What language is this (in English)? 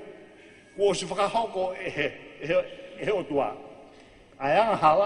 Tongan